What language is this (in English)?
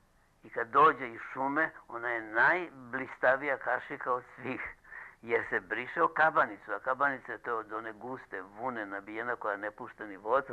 Serbian